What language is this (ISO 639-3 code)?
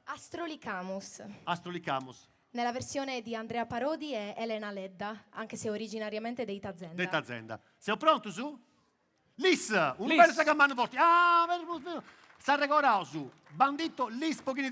srd